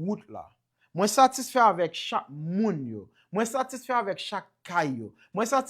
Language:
Haitian Creole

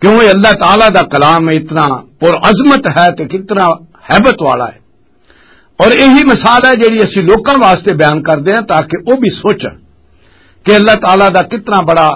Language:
Western Panjabi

